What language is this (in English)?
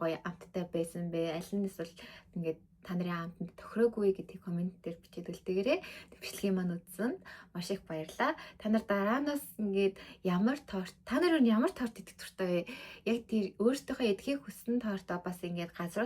Mongolian